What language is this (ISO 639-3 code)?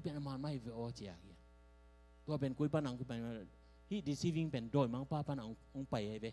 ctd